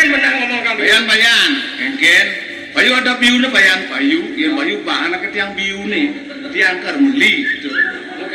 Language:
Balinese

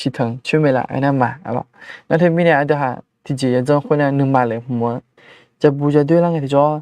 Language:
Akha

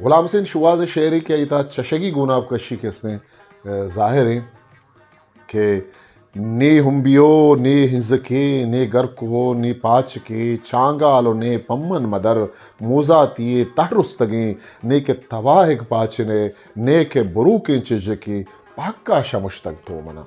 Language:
Eastern Balochi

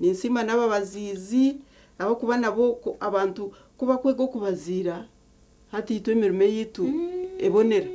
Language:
Nyankole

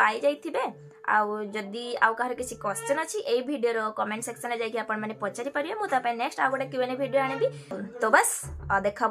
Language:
Odia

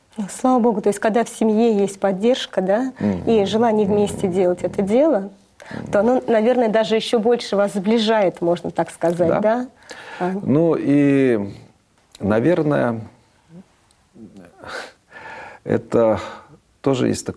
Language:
Russian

